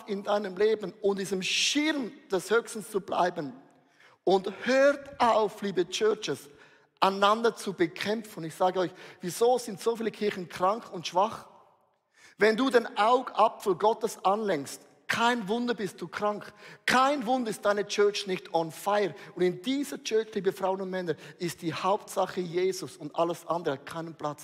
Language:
Swiss German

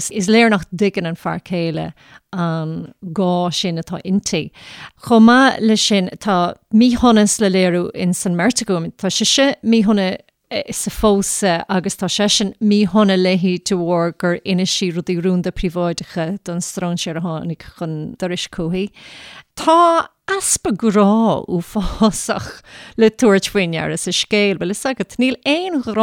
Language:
Irish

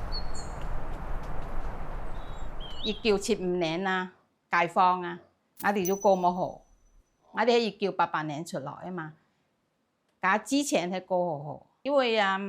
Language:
Hakka Chinese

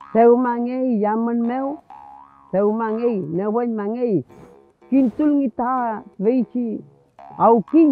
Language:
Mapuche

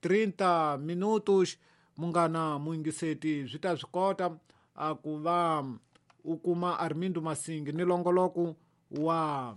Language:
Tsonga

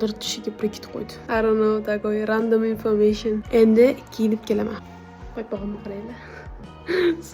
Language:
Uzbek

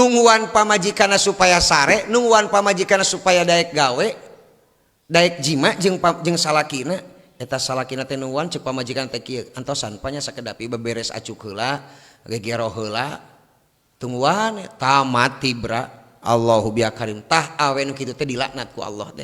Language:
Sundanese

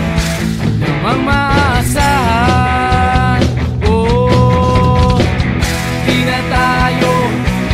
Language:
Filipino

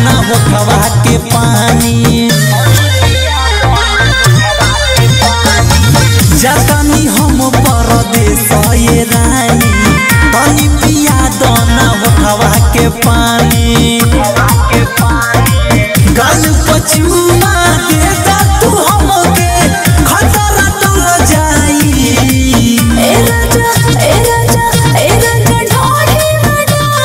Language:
Bhojpuri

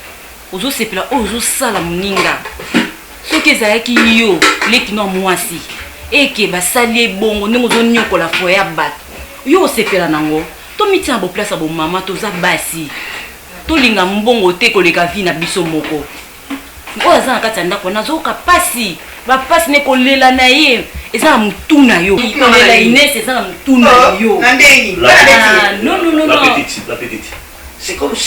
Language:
Lingala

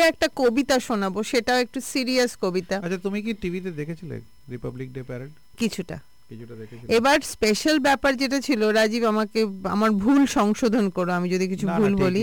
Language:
Bangla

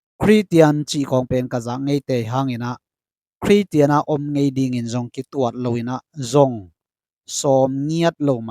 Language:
Tedim Chin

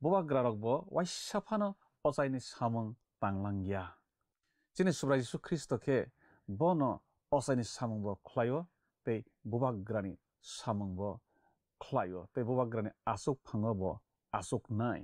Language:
Kok Borok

